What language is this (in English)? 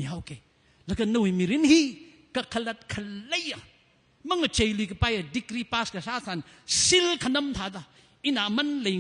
Tangkhul Naga (India)